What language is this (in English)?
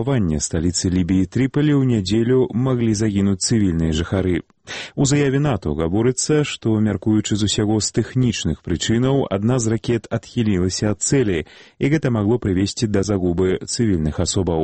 Belarusian